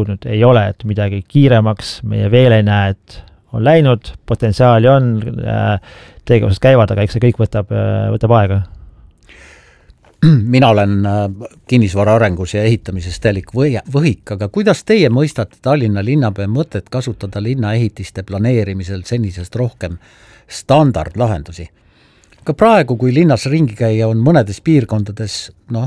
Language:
Estonian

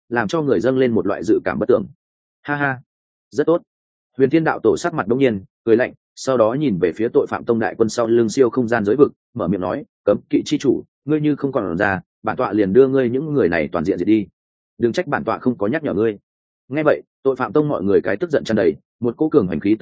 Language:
Vietnamese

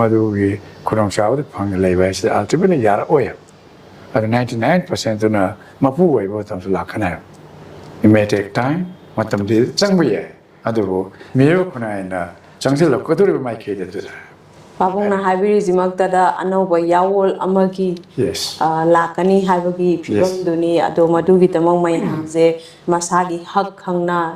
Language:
Manipuri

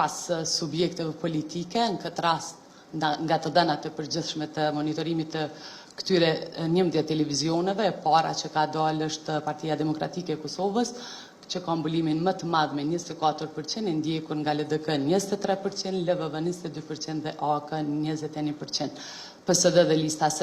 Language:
Albanian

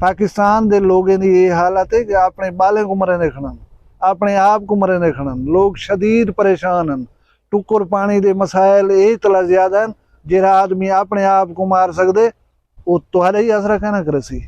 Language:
Saraiki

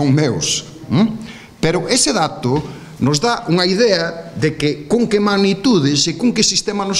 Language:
Galician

